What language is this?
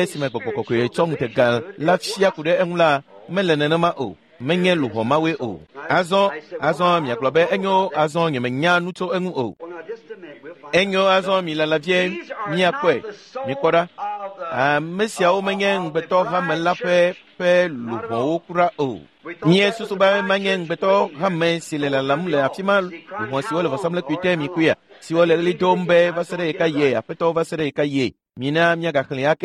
Ewe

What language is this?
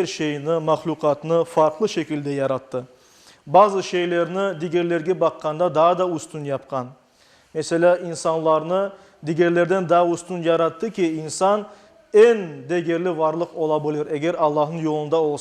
Crimean Tatar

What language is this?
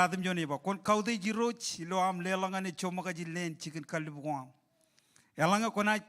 Marshallese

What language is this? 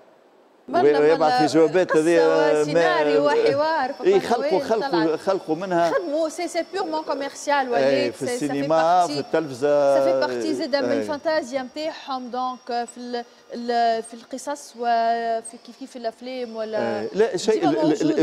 Tunisian Arabic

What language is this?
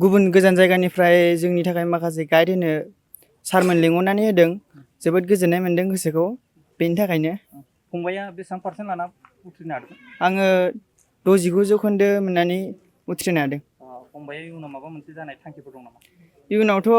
Bodo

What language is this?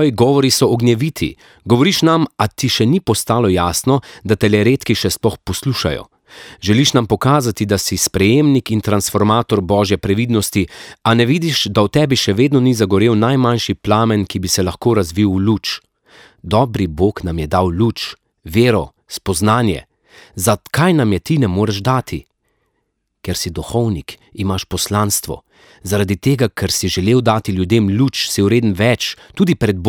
Slovenian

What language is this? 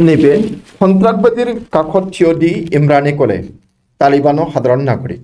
Bodo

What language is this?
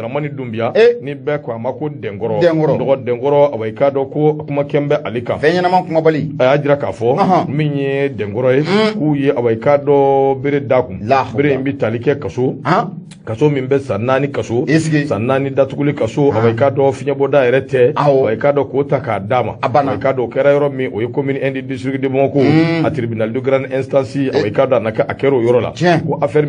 Bambara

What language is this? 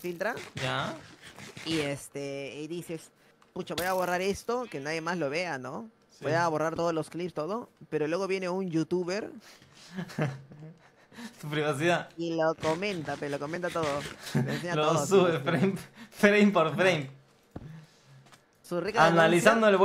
Spanish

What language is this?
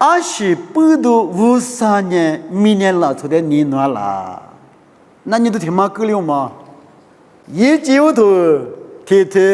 Lisu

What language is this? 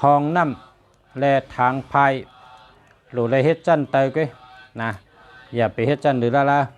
Shan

